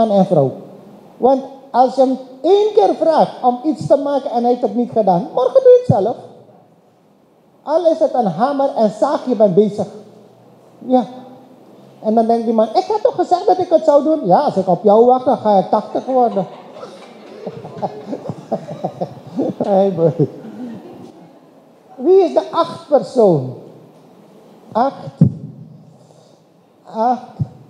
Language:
Dutch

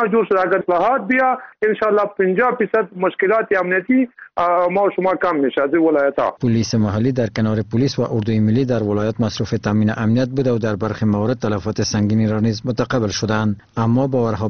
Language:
Persian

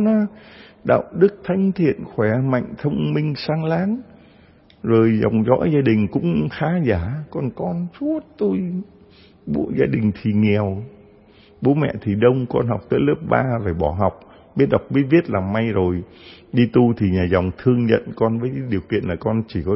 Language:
Vietnamese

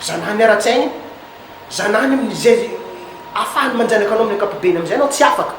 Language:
Malagasy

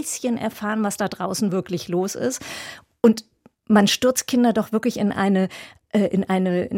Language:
German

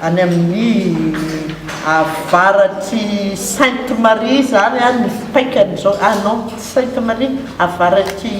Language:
Malagasy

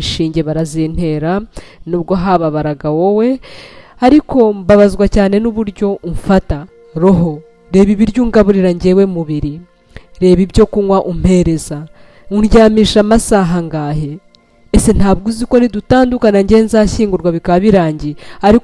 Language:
Kinyarwanda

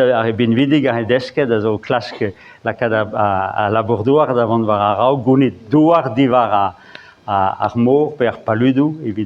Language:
Breton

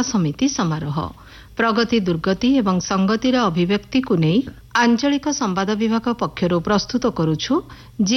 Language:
Odia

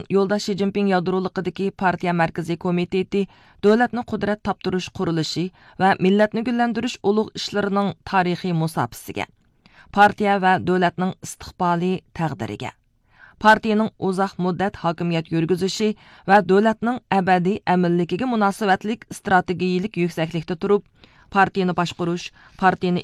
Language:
Uyghur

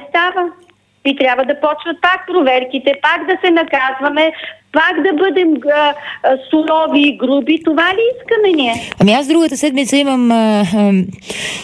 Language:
Bulgarian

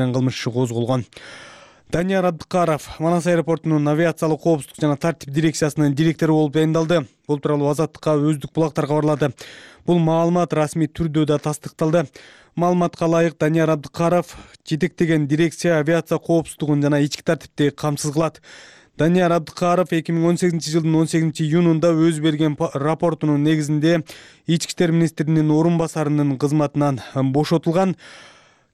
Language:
Kyrgyz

